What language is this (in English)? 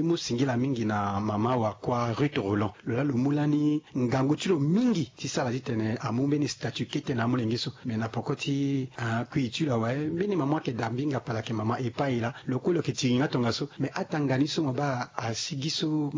Sango